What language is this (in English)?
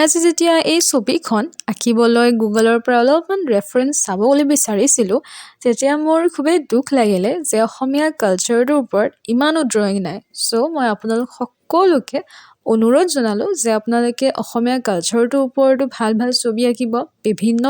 Assamese